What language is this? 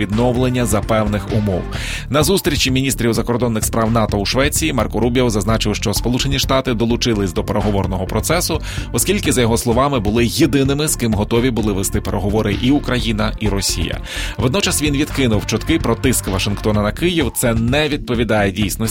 Ukrainian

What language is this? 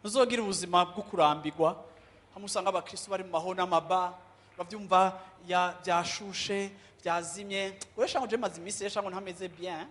Rundi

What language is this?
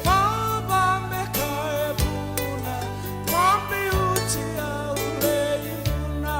Fijian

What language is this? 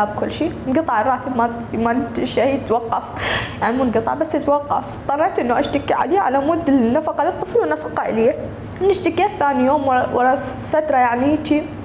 Mesopotamian Arabic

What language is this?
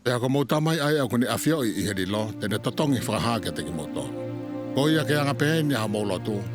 Tongan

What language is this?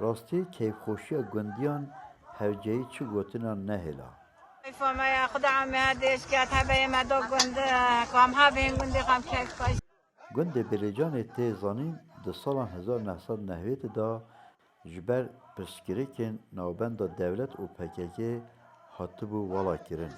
Kurdish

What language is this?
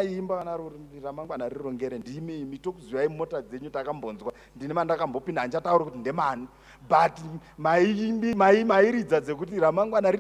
Shona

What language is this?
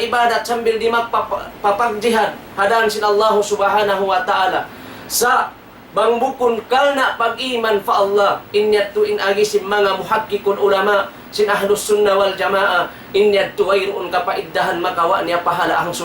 Tausug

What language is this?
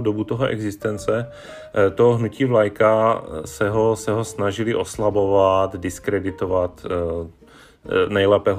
Czech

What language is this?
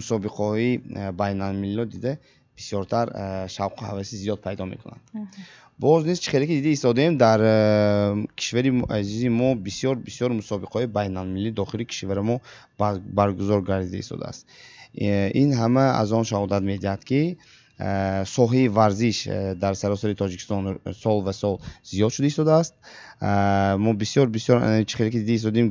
Tajik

